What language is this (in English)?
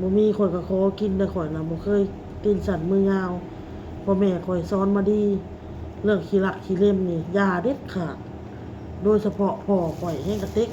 Northeastern Thai